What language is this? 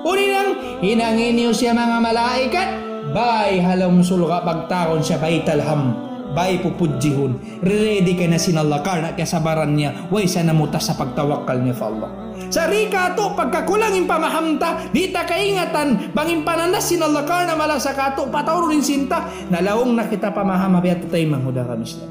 Tausug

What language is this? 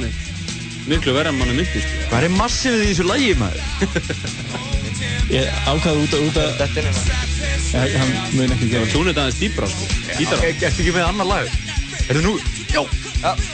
Icelandic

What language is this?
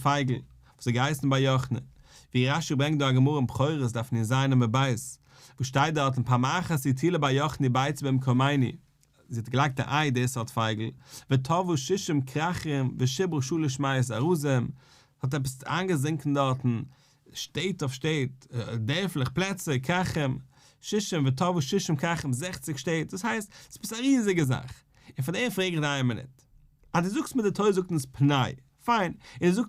Yiddish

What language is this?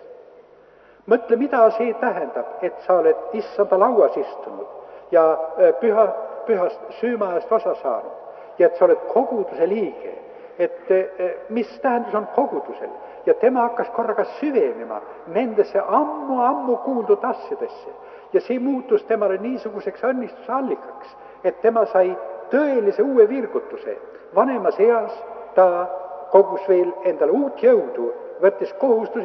Estonian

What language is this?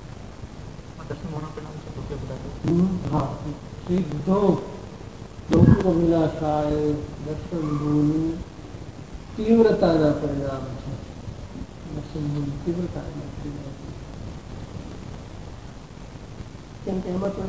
Gujarati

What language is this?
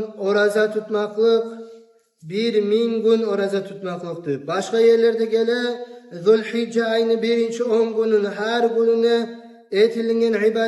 Kumyk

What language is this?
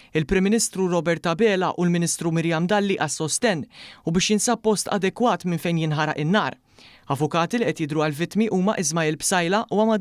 Maltese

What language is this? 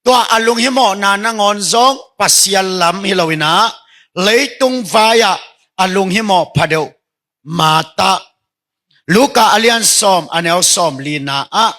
Tedim Chin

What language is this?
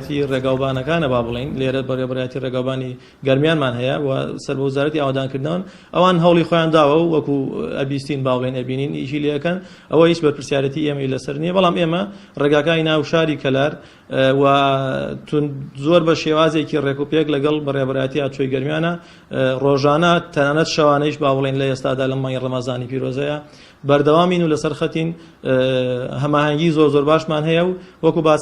Central Kurdish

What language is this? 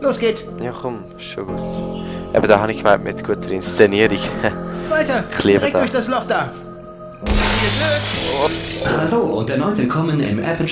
Swiss German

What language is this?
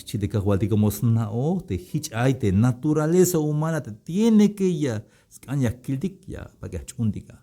Tzeltal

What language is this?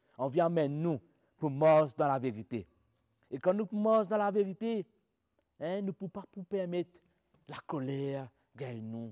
Morisyen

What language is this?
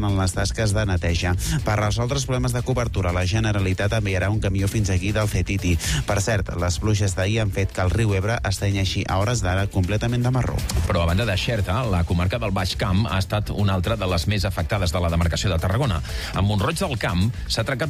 Catalan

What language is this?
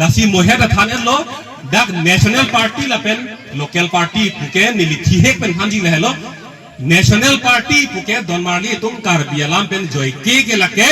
Karbi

